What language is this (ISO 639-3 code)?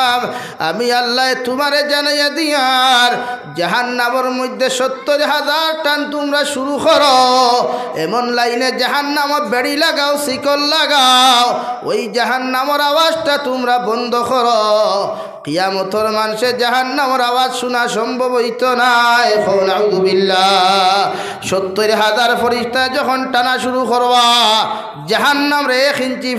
syl